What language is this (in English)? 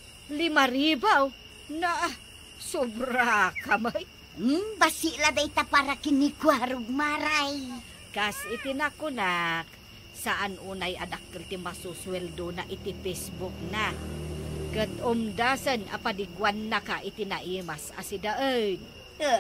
Iloko